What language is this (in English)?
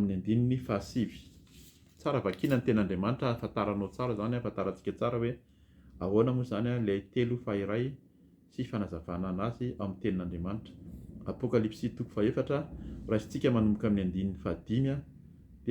Malagasy